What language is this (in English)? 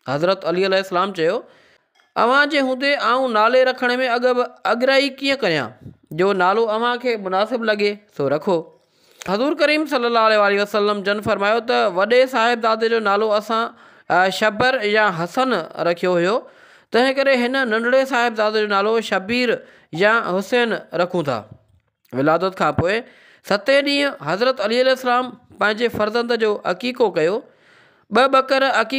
Sindhi